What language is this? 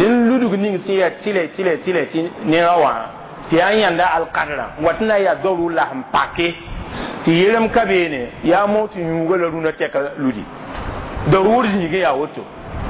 Mossi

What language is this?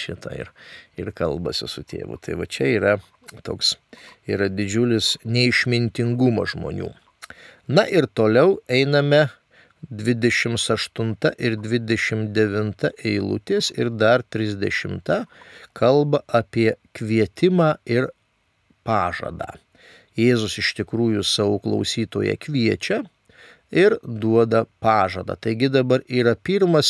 Lithuanian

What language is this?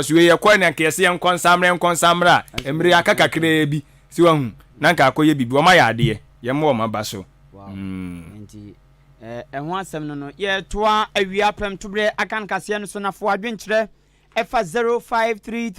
Akan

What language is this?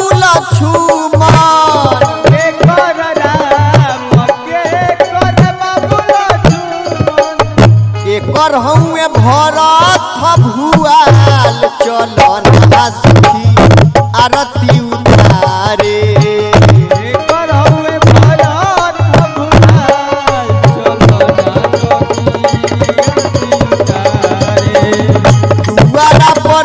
Bhojpuri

